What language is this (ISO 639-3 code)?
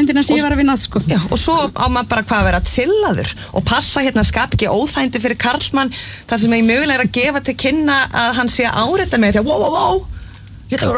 isl